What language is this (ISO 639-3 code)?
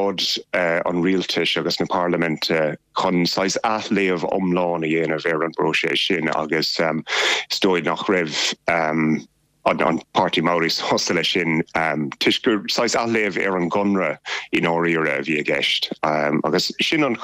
gle